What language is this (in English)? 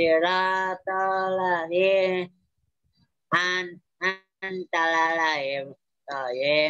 Indonesian